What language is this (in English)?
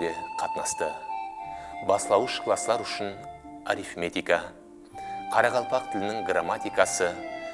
Kara-Kalpak